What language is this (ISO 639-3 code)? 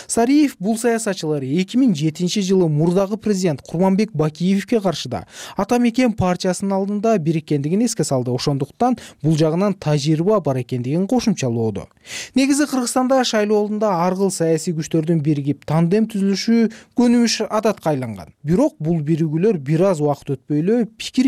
kir